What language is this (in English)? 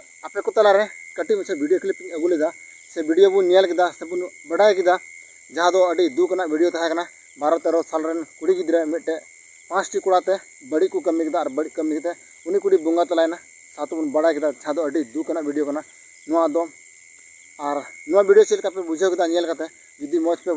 Santali